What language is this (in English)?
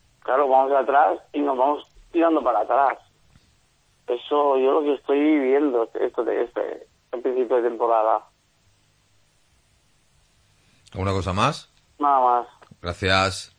Spanish